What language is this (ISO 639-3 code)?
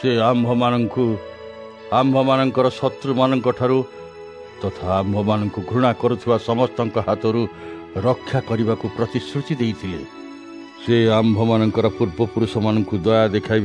ori